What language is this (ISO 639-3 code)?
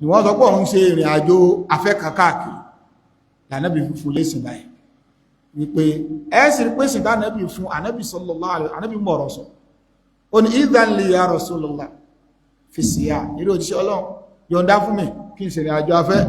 yor